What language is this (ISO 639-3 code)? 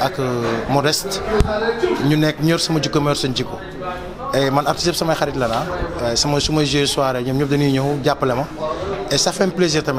wol